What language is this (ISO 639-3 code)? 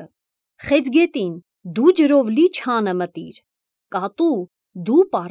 hye